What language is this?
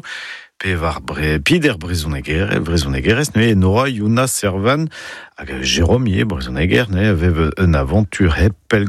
Breton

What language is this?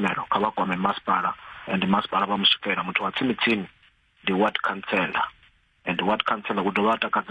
Venda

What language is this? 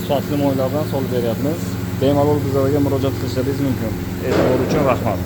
Uzbek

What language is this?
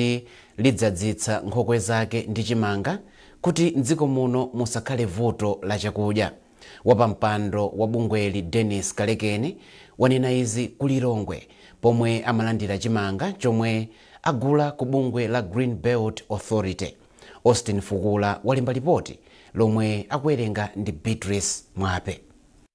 Nyanja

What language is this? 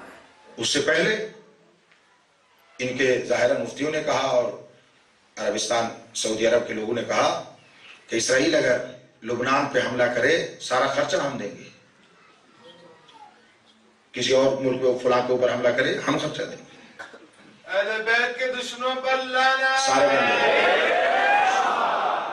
Urdu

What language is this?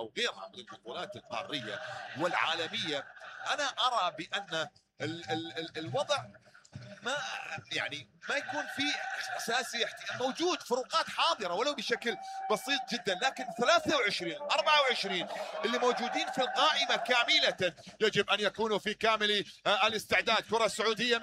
Mesopotamian Arabic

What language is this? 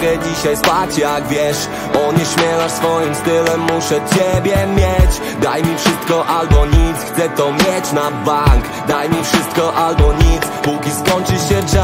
Polish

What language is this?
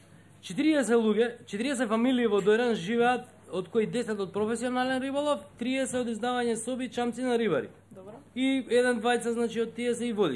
Macedonian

